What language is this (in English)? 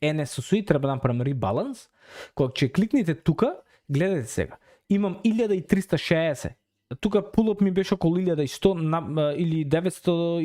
Macedonian